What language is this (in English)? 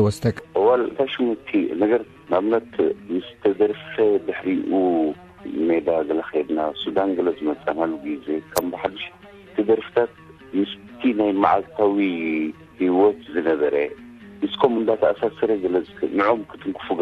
Tigrinya